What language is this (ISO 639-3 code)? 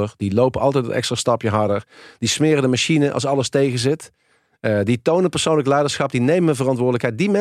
nld